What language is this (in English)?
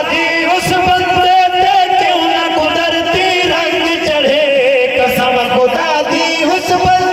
Saraiki